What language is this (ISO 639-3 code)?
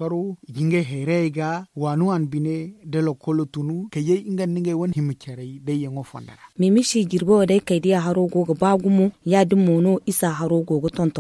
dje